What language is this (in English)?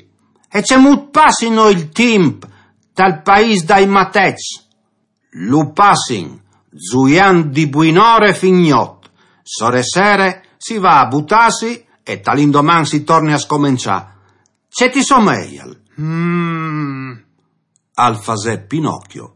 Friulian